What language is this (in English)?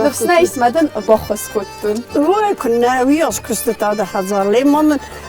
Ossetic